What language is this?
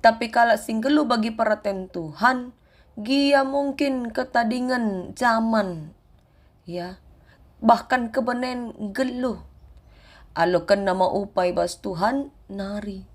Batak Karo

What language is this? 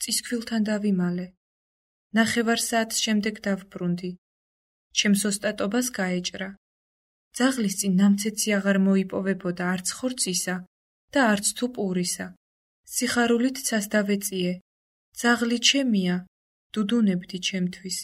Georgian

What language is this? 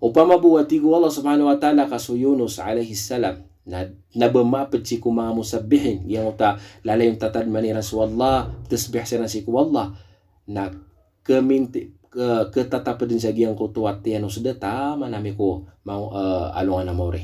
Maranao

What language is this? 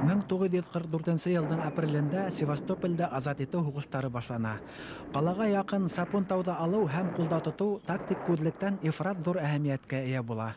Bashkir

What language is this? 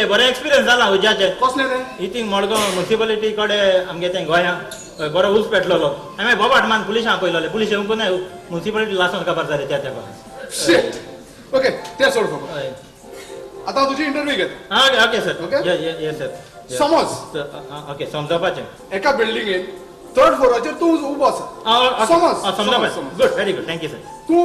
Konkani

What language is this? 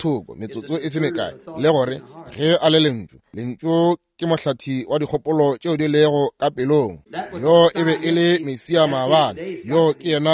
Northern Sotho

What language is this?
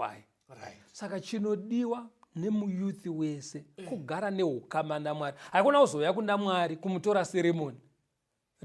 Shona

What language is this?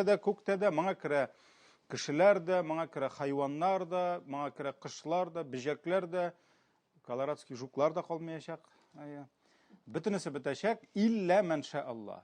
Tatar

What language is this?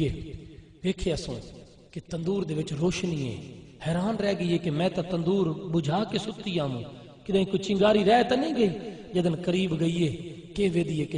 Saraiki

